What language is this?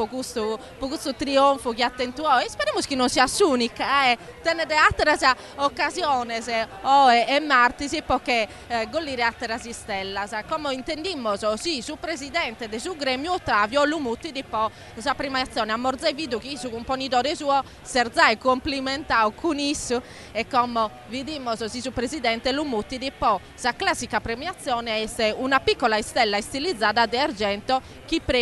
Sardinian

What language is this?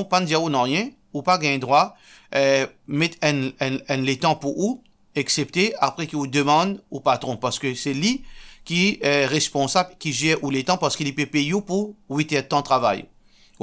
Morisyen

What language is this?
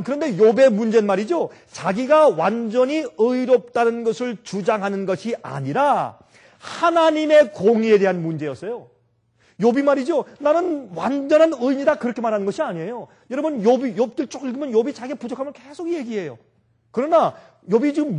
Korean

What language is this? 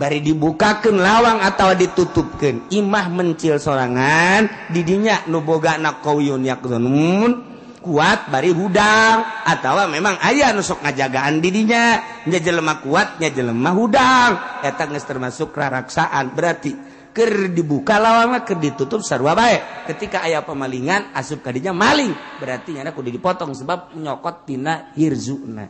Sundanese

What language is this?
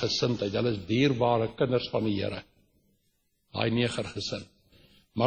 Afrikaans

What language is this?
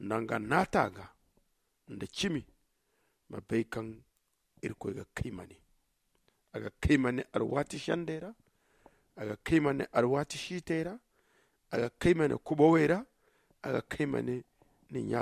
Zarma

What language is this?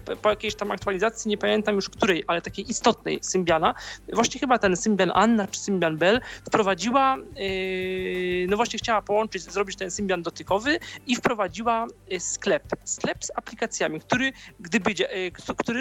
Polish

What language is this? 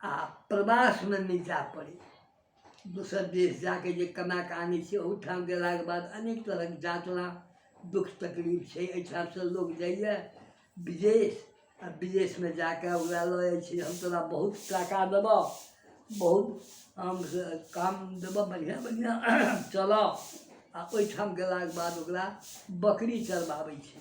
Maithili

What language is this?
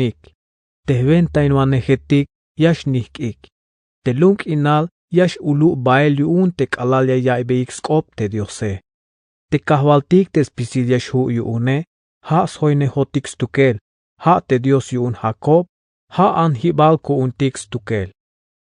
Tzeltal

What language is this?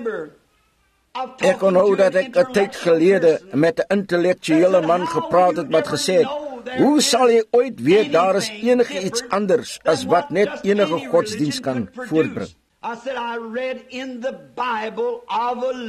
Afrikaans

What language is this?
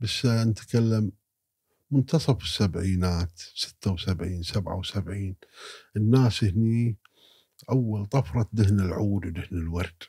Gulf Arabic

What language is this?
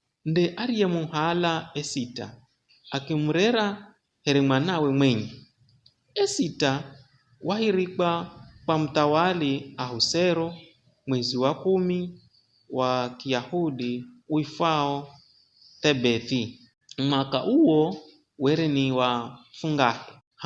Giryama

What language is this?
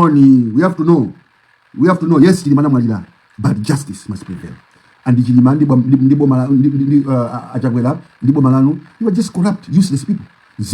Nyanja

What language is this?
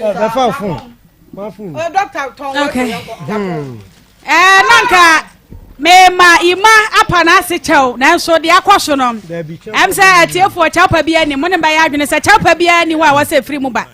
Akan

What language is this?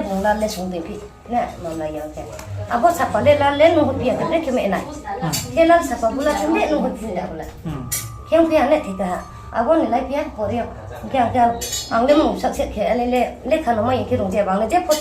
Riang (India)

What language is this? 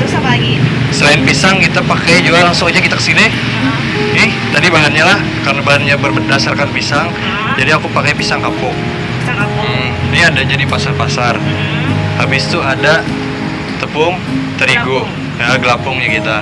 Banjar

